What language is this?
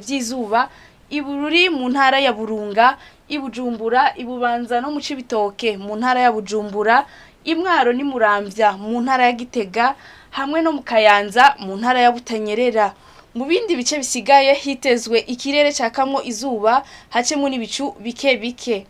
Rundi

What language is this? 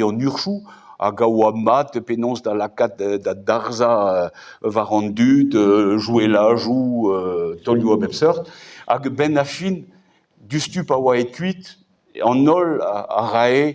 Breton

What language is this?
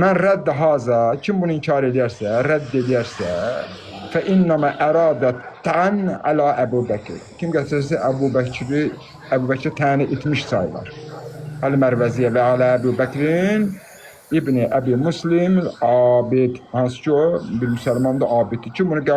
Azerbaijani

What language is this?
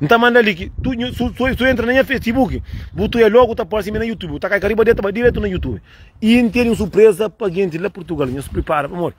Kabuverdianu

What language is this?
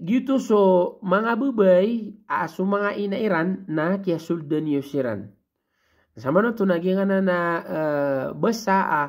Maranao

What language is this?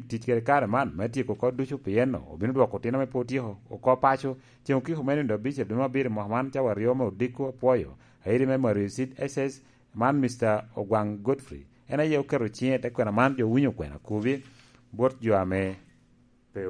Lango (Uganda)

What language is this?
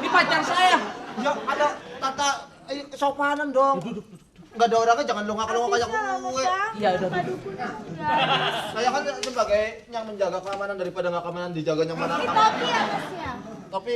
Betawi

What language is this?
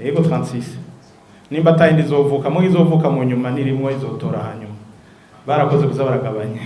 Rundi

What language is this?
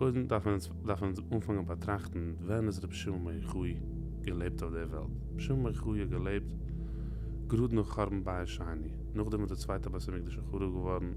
Yiddish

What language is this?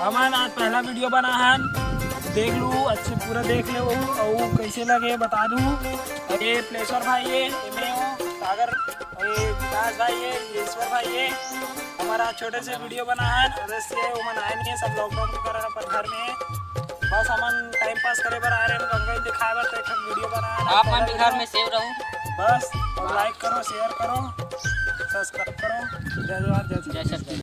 Chhattisgarhi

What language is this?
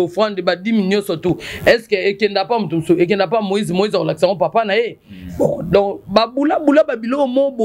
Lingala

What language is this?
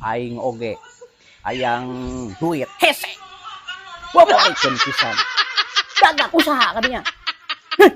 Sundanese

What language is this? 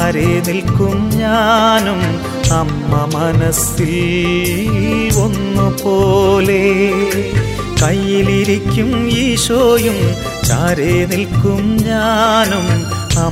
Malayalam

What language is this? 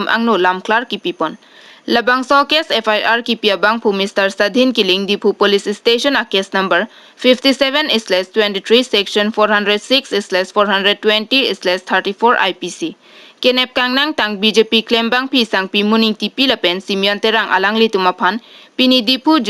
Karbi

